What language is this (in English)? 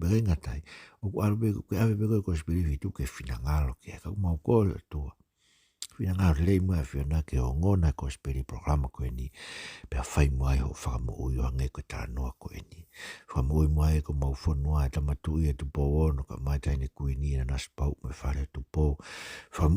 Tongan